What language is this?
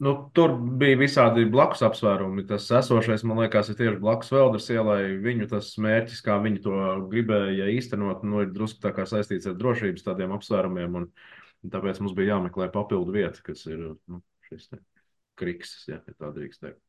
Latvian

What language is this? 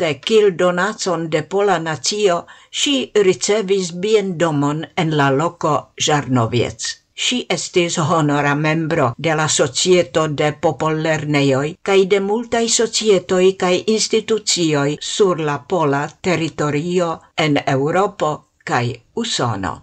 Esperanto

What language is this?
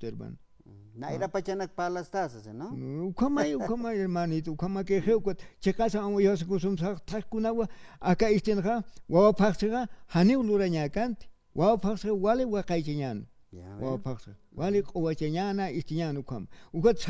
Aymara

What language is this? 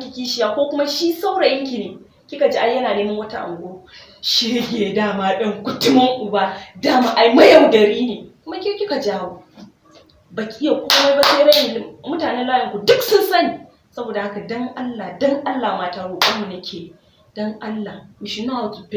Hausa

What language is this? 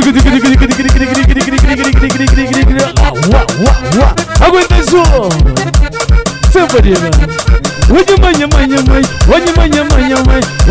Swahili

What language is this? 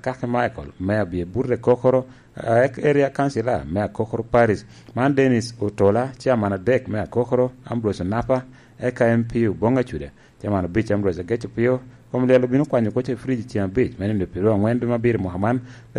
Lango (Uganda)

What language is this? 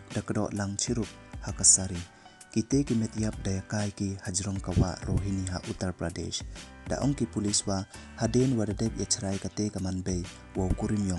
Pnar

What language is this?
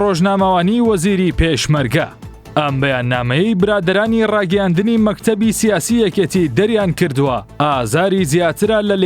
Central Kurdish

